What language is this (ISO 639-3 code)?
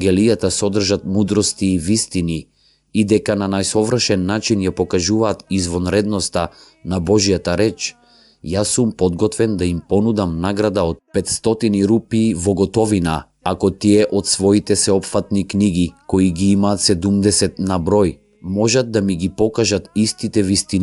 mkd